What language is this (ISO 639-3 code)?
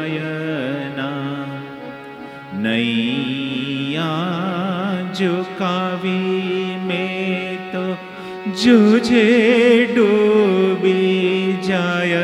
guj